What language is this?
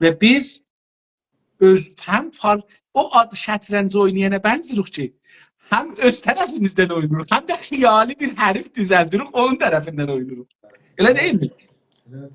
South Azerbaijani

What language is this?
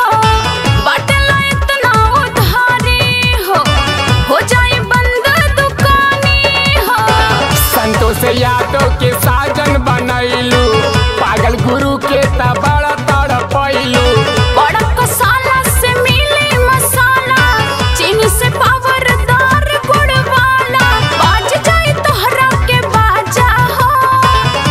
Bhojpuri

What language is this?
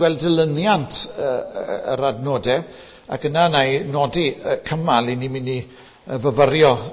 Welsh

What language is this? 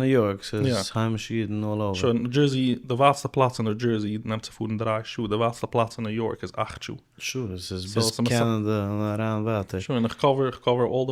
Yiddish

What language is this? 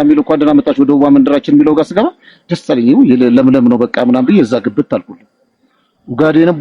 Amharic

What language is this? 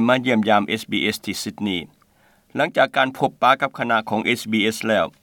Lao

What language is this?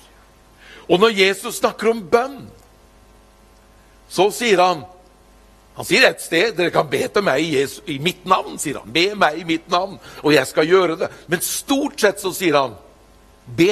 Norwegian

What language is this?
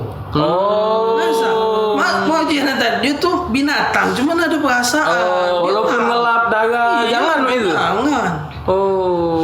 Musi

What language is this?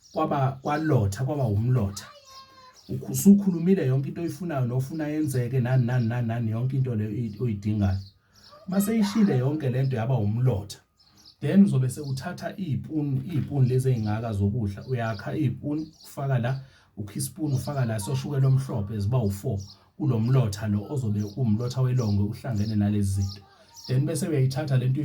Zulu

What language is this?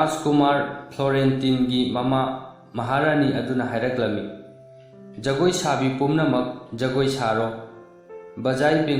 Manipuri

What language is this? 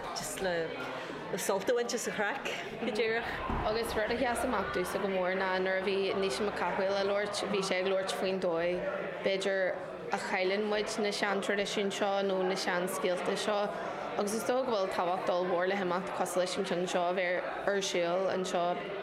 Irish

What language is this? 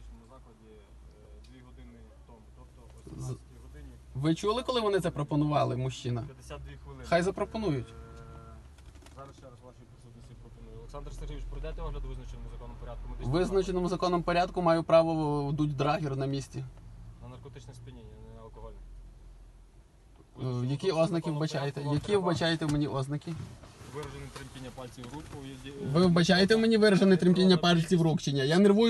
Ukrainian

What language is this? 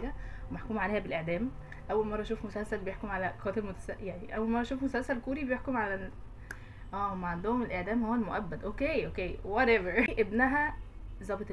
Egyptian Arabic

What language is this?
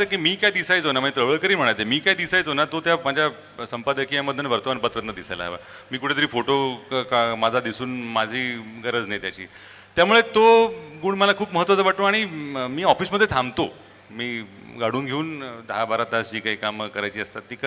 Marathi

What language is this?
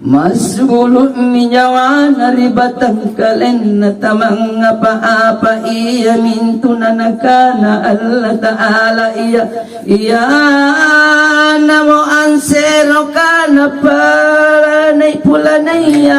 Makasar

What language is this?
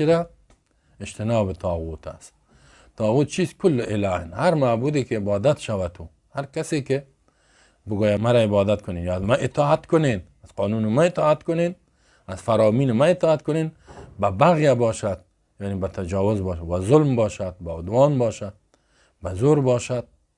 Persian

